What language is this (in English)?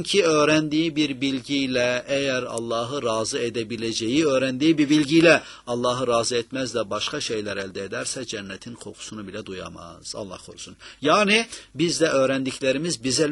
Turkish